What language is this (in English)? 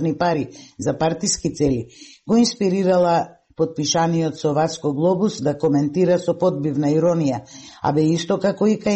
Macedonian